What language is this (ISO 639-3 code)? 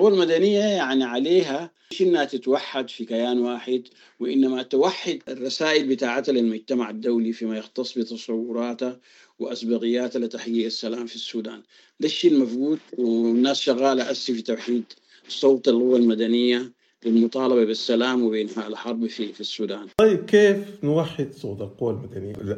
apd